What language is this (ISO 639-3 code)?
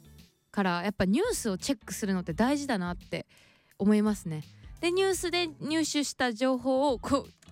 jpn